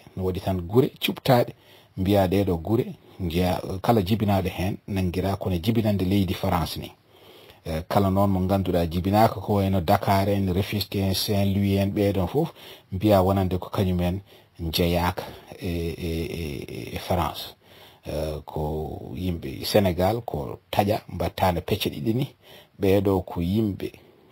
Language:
Fula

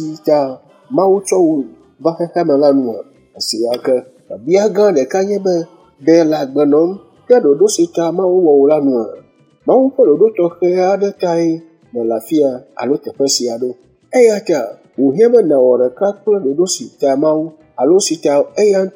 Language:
Ewe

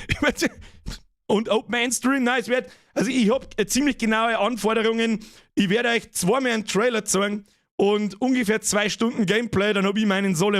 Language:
Bavarian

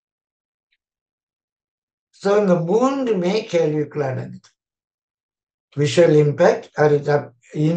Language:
Tamil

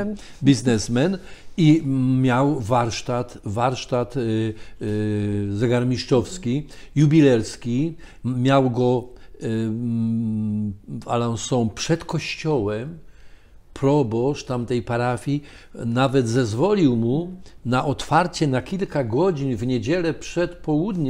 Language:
Polish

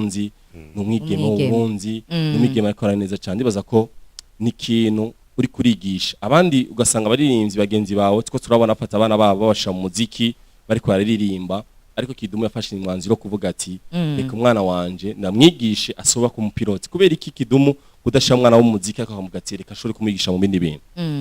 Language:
Rundi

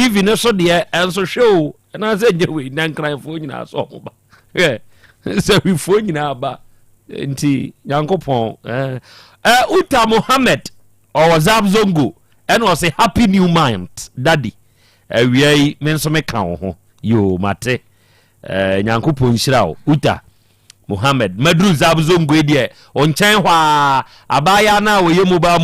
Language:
Akan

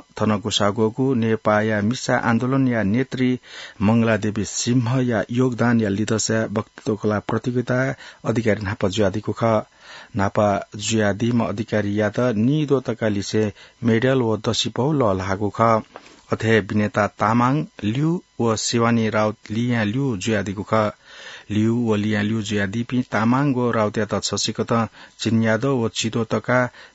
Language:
Newari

